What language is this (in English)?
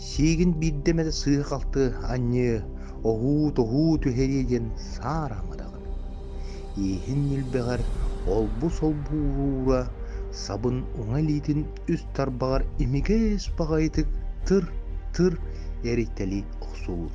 Yakut